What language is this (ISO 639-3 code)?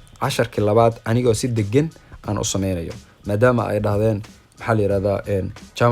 som